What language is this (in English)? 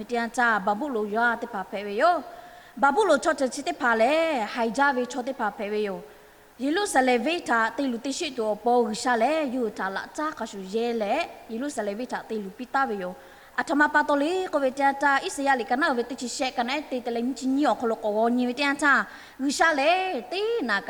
Lahu